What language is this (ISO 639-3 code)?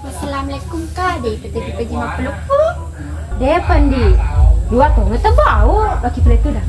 bug